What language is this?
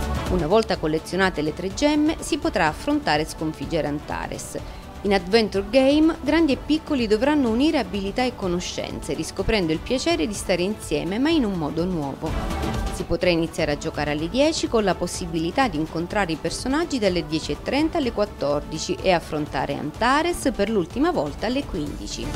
Italian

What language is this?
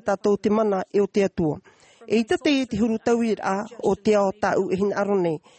Tahitian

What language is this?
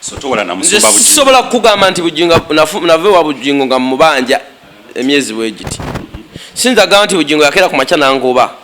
Ganda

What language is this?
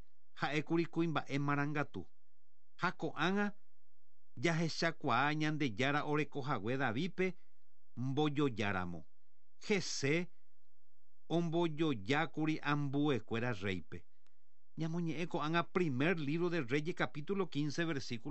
Guarani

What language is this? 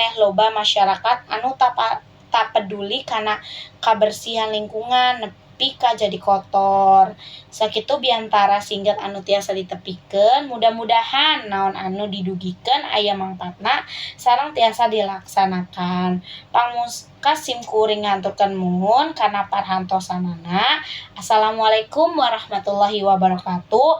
Sundanese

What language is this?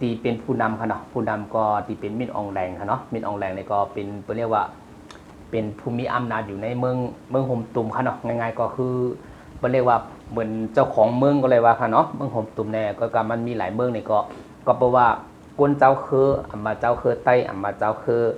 Shan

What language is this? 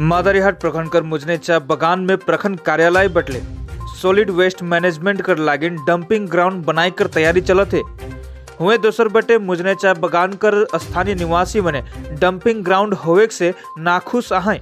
Sadri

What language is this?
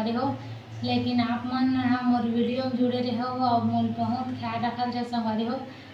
Chhattisgarhi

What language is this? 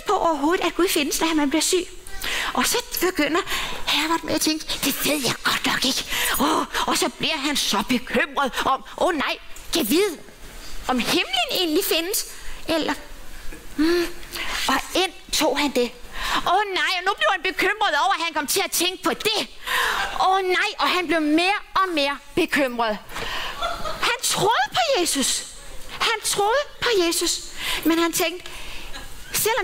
Danish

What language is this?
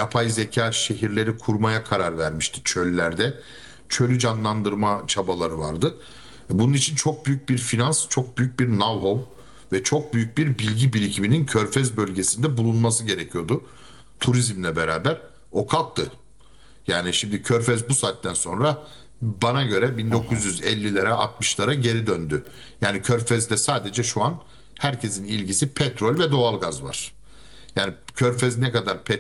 Turkish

